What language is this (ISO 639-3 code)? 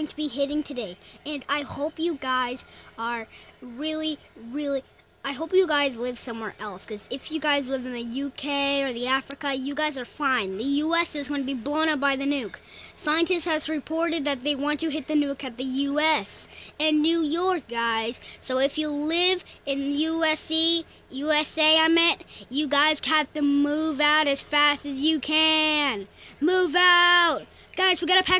eng